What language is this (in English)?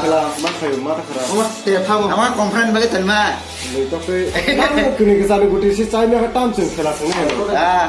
Kok Borok